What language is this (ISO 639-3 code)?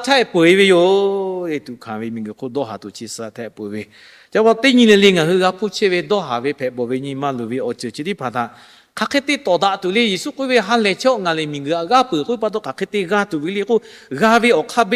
lhu